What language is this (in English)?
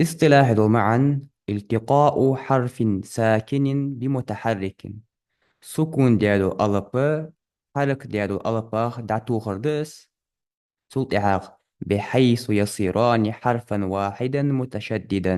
Ingush